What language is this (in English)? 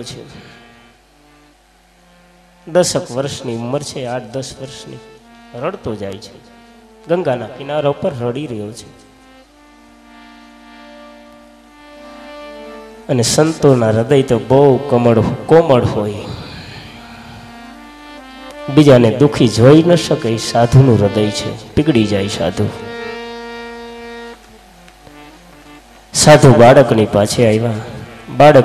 Gujarati